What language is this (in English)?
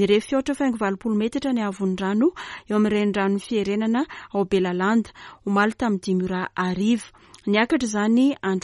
Malagasy